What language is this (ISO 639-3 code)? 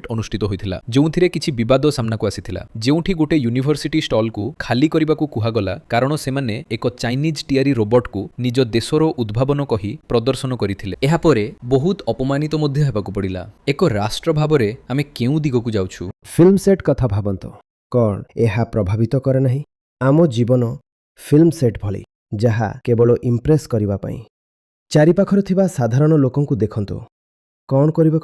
ori